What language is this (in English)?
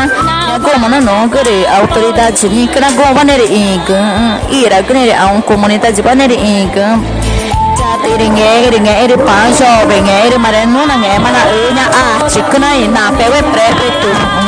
Ticuna